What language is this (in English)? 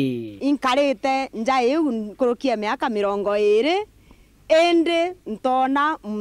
Meru